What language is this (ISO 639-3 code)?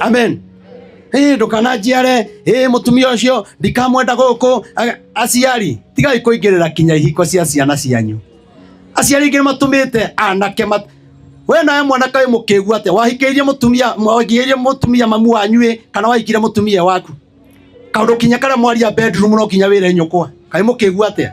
kik